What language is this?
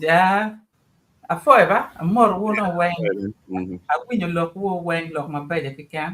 Acoli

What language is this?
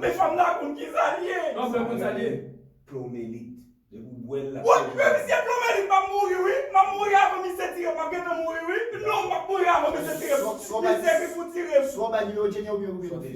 Haitian Creole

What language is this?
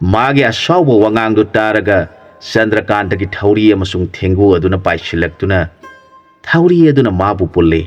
Manipuri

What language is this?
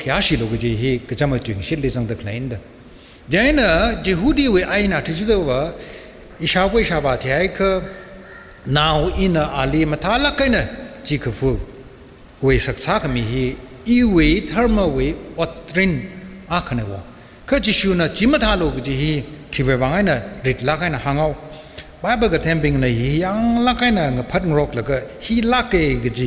Tangkhul Naga (India)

